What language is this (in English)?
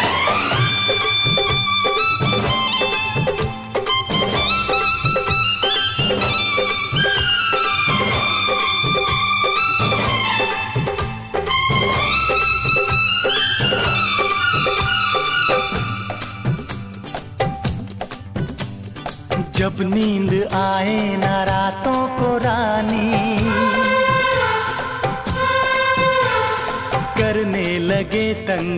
Hindi